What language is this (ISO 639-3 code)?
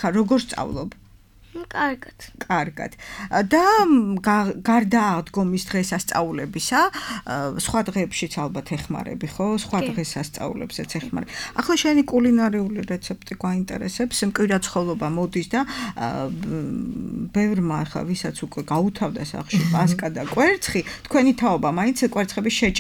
kat